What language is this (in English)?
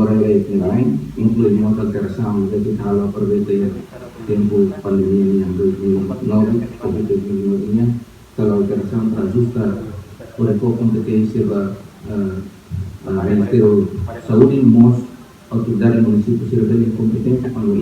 Tetum